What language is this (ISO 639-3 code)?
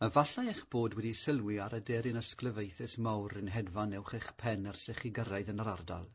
cym